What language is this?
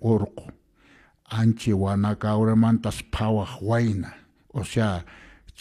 Quechua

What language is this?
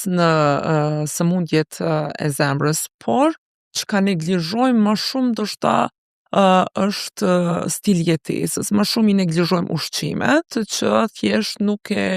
Albanian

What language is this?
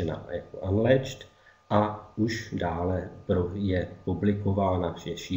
Czech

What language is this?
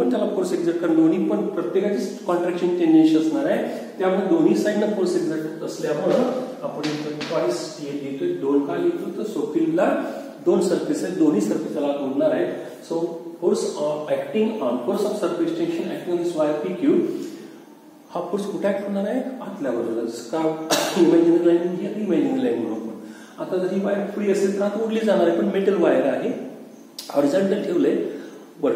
Marathi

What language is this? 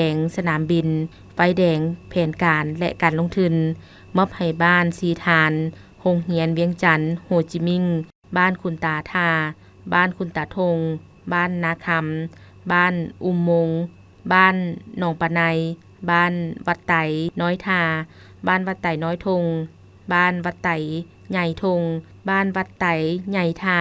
Lao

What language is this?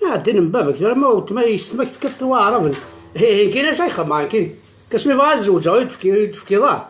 Kabyle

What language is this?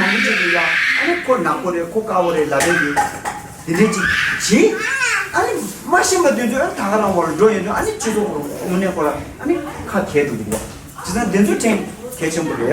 Tibetan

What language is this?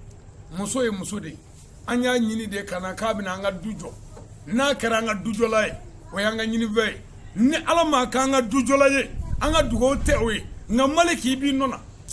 Bambara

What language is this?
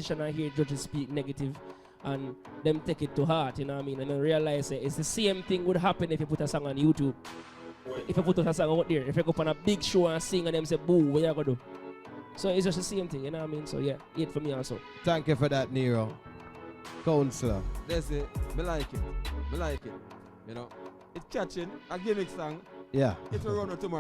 Jamaican Creole English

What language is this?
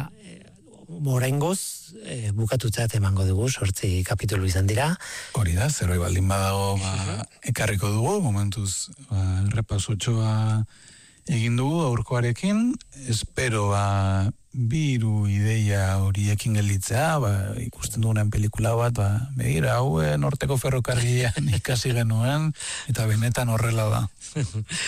Basque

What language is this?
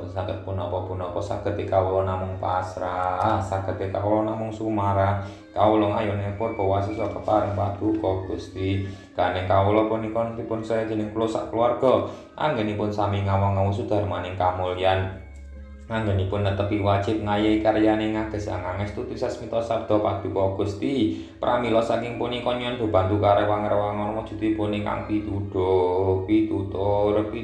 Javanese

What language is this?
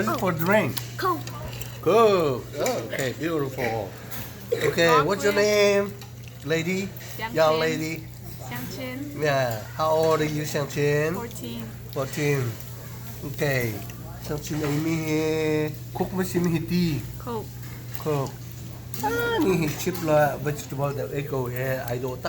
Hakha Chin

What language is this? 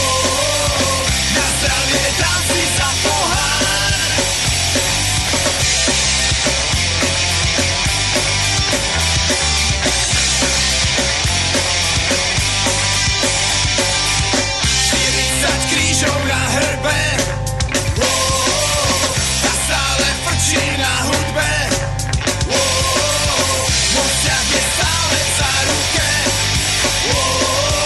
Slovak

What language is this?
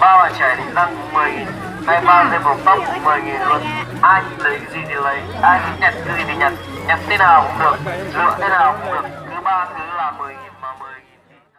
Hmong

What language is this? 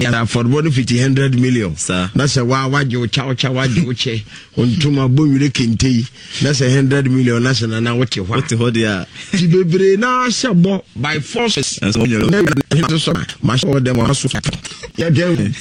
Akan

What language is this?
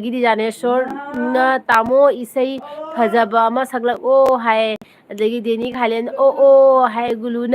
Manipuri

